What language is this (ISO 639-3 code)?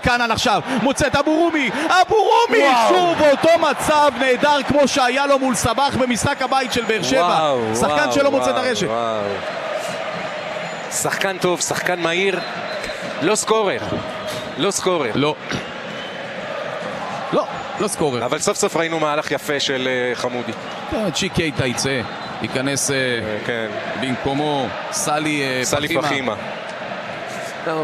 heb